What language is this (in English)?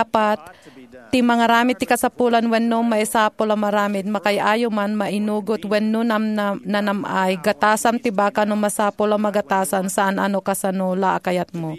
Iloko